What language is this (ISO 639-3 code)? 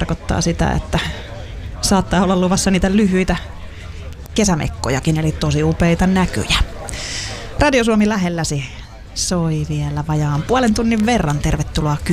fin